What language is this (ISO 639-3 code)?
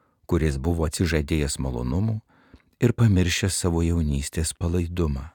lit